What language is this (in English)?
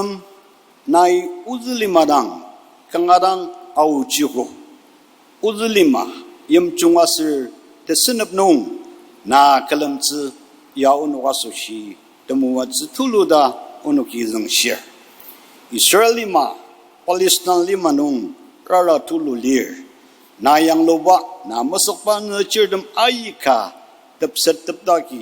Ao Naga